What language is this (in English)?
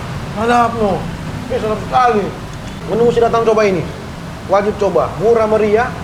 Manado Malay